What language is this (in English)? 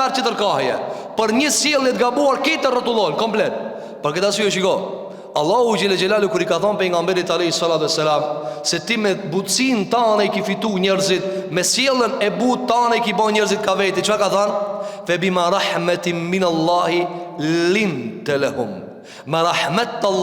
Albanian